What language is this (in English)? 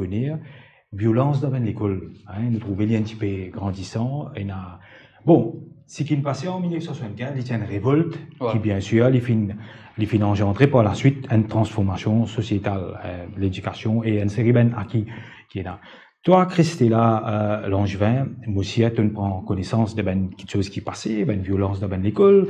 Morisyen